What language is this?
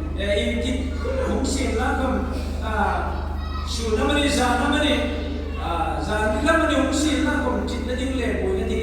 Hmar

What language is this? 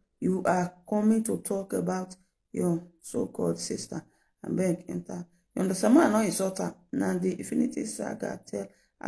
Nigerian Pidgin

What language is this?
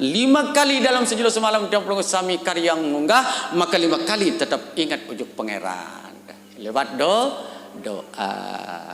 Sasak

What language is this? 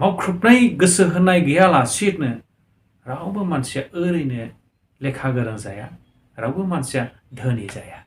Bodo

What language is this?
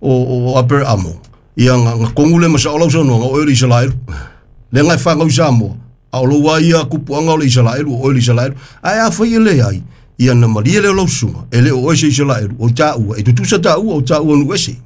Samoan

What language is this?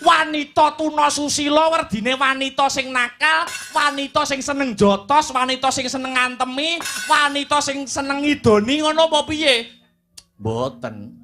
Javanese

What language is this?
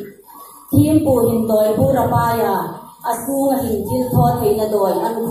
Hmar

